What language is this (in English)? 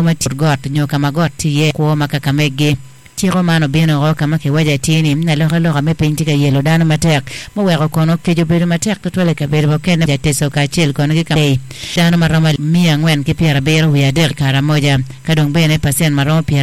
Acoli